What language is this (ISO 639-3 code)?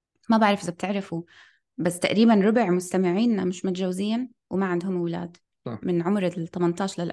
apc